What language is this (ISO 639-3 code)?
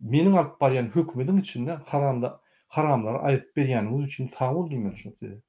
tuk